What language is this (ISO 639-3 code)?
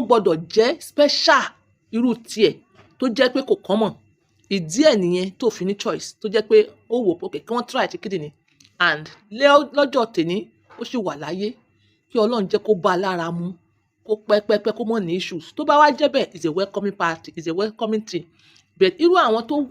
yor